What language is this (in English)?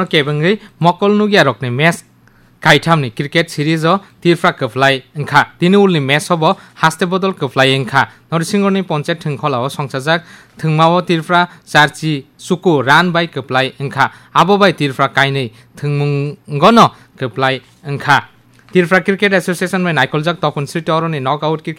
Kok Borok